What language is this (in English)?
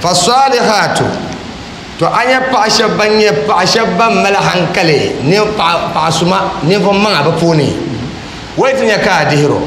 Dagbani